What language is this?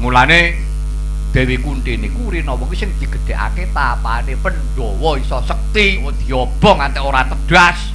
Javanese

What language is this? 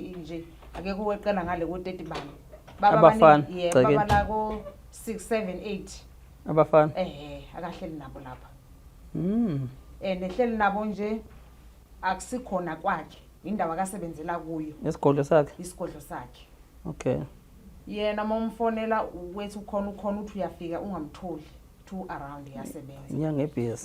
Zulu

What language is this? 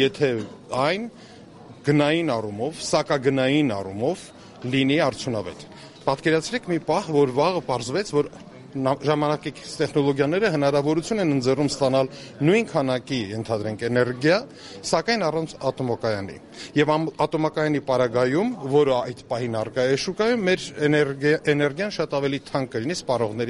Armenian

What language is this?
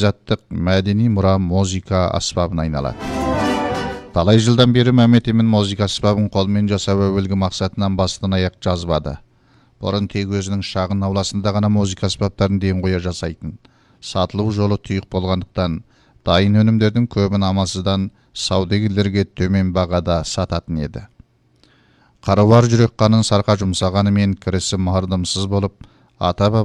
Kazakh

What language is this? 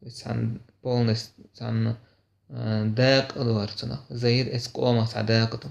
Chechen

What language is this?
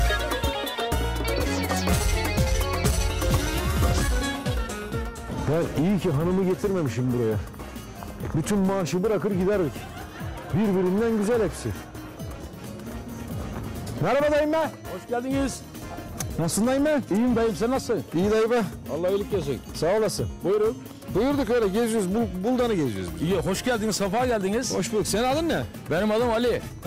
Turkish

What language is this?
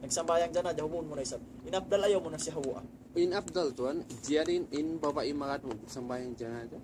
Tausug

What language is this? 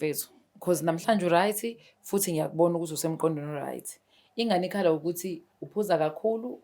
Zulu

